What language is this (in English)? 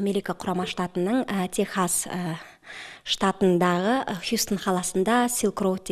Kazakh